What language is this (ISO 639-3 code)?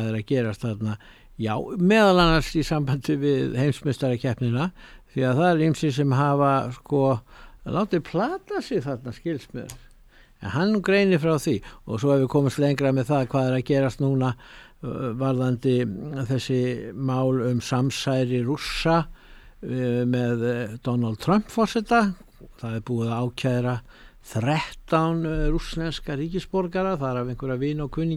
isl